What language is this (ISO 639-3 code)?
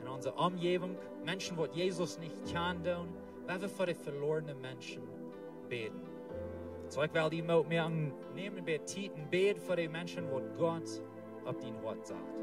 pdt